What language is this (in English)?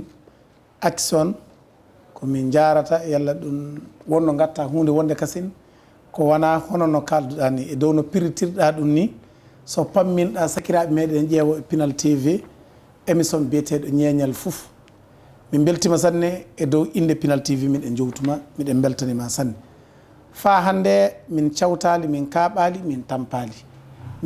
Fula